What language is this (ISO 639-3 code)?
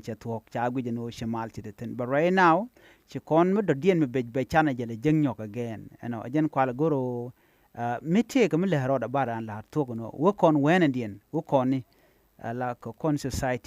nus